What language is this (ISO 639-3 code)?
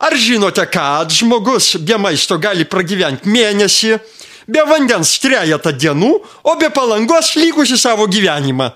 lit